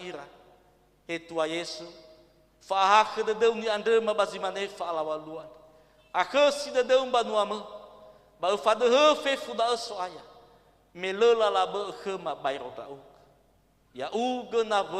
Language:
Nias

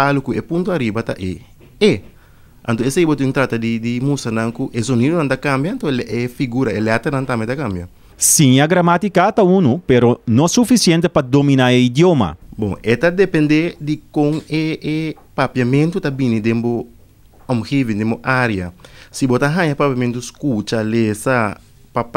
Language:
Papiamento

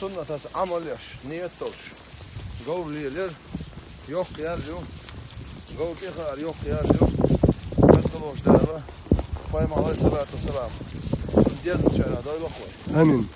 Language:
Chechen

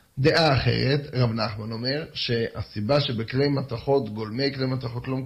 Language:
Hebrew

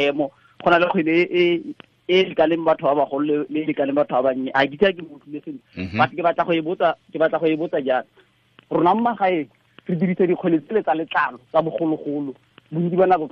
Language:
Tswana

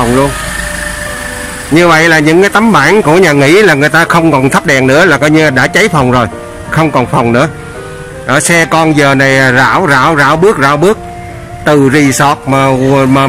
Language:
Vietnamese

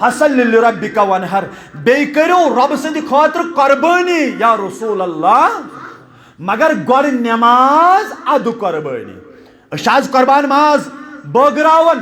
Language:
Kashmiri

